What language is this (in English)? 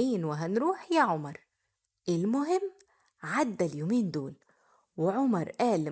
Egyptian Arabic